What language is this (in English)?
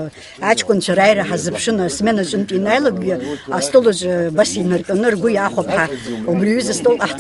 Abkhazian